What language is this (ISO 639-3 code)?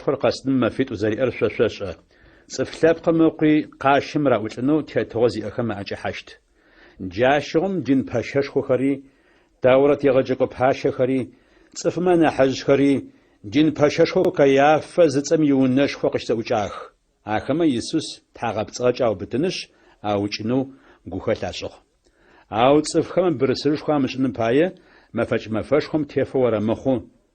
ady